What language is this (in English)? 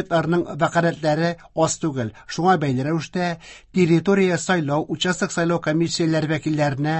Tatar